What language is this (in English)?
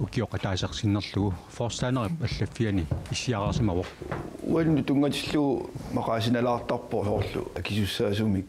Kalaallisut